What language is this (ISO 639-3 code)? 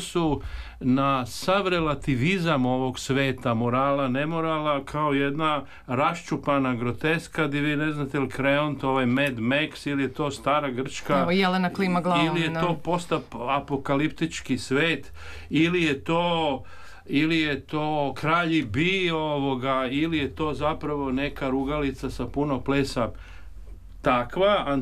srp